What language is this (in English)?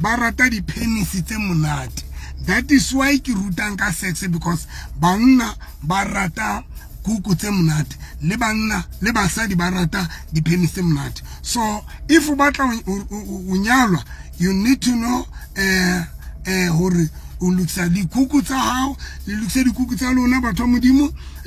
Southern Sotho